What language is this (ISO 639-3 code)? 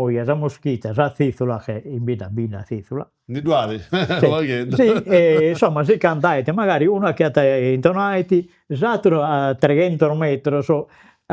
srd